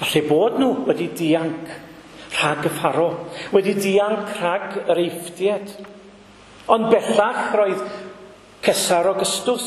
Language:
Welsh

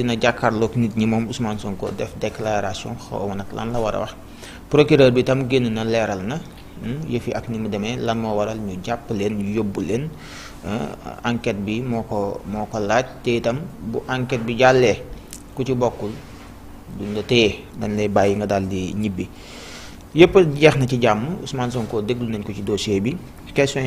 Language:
Wolof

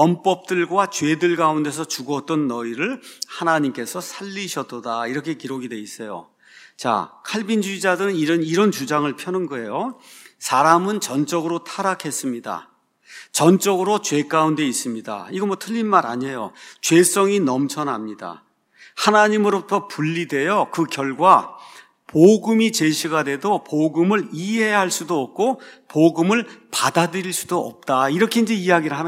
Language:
Korean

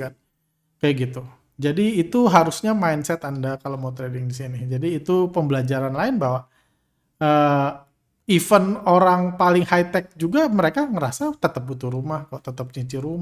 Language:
Indonesian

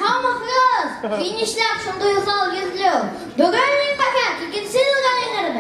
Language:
Bashkir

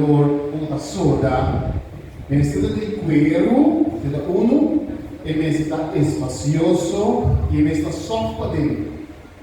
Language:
Papiamento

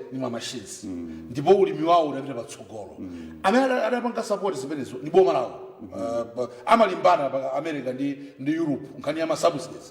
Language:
Nyanja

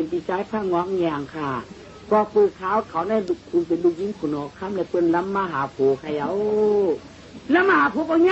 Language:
Shan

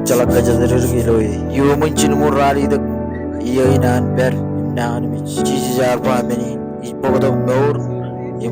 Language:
Marshallese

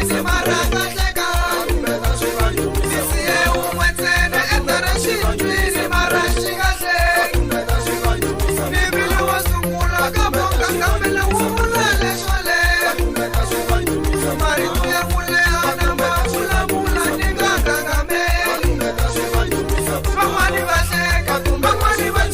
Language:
Tsonga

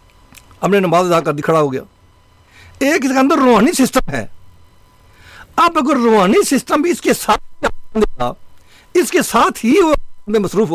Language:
Urdu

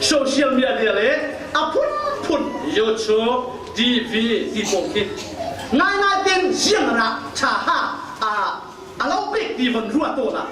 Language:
Falam Chin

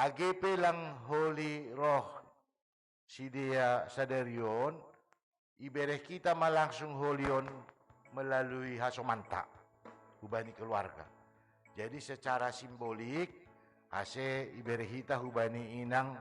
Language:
Batak Simalungun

